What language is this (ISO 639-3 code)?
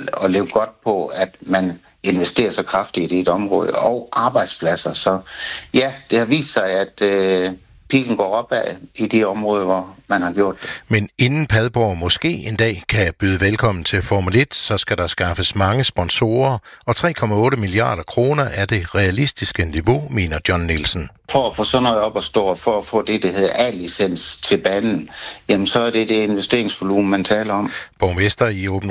dan